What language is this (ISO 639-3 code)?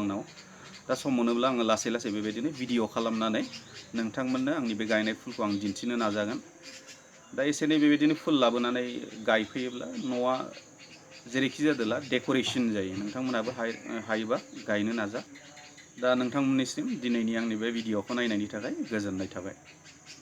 brx